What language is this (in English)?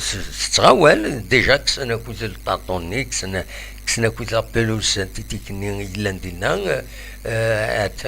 Kabyle